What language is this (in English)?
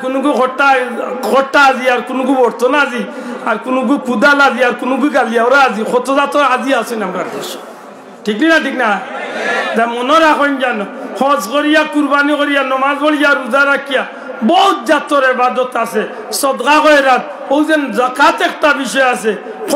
Sylheti